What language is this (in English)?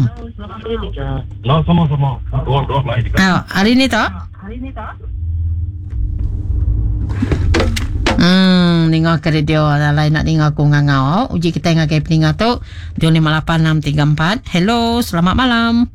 Iban